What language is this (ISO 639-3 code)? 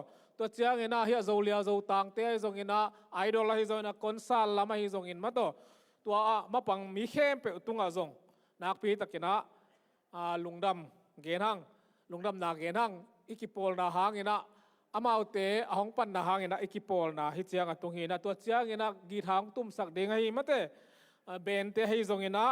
ctd